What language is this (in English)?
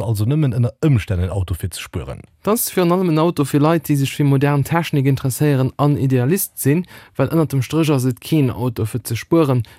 Luxembourgish